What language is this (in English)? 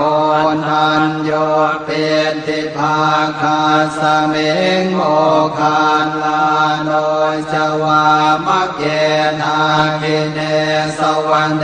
Pali